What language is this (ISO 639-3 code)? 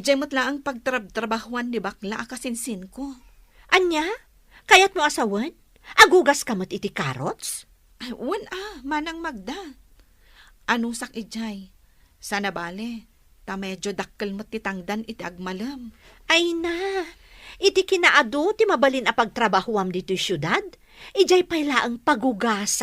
ilo